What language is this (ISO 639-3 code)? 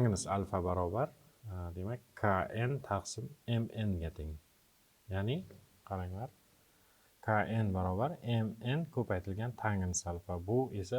uzb